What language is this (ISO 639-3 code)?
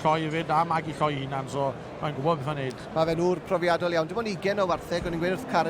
cym